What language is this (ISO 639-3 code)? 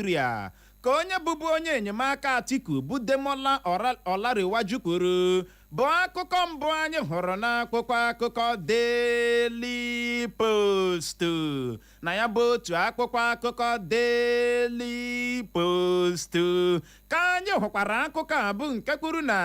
ibo